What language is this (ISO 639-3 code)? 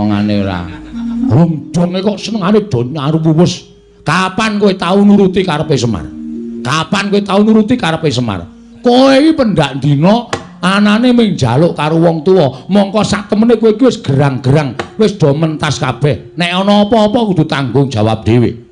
jav